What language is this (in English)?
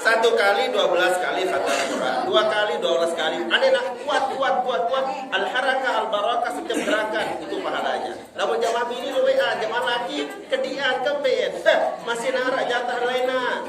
Sasak